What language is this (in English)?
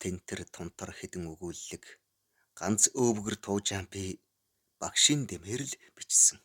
Mongolian